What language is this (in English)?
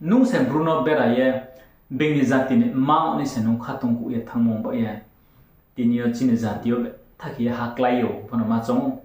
Riang (India)